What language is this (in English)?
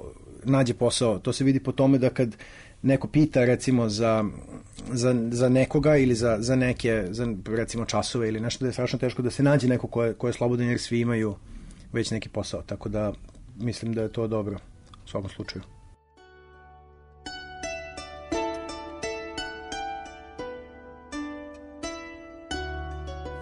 Serbian